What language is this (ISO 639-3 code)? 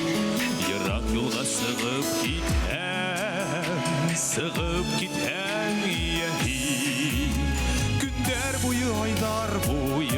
bak